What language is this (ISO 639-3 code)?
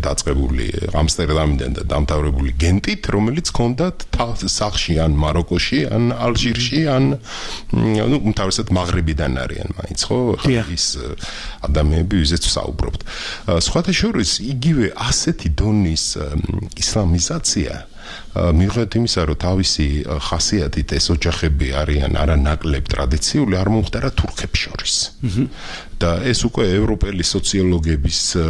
kat